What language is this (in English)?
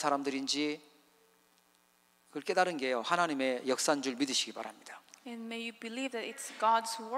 Korean